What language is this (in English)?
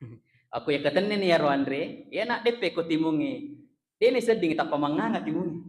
Buginese